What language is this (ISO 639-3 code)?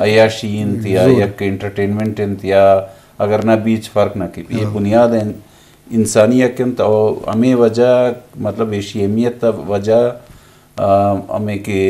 bgp